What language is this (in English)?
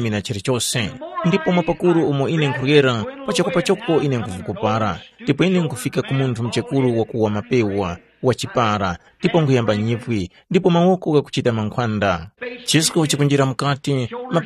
Tumbuka